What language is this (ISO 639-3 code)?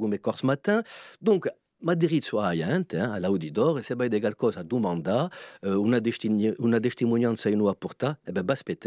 cos